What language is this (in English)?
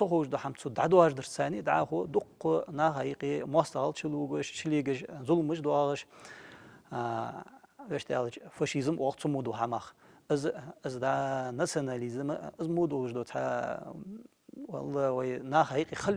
Ingush